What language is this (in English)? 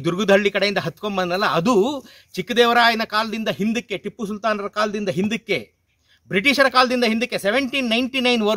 Kannada